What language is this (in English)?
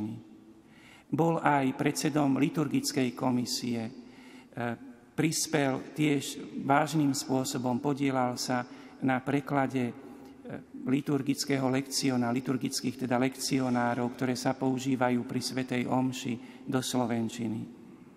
Slovak